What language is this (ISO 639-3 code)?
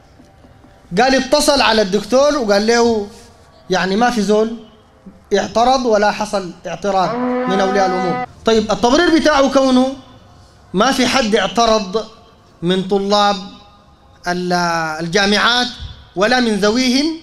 apd